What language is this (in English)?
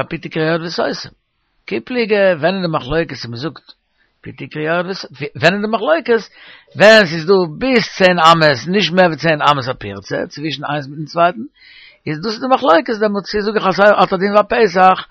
Yiddish